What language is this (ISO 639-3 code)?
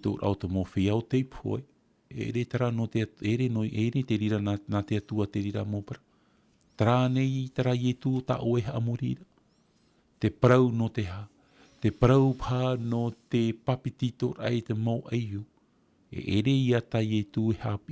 tah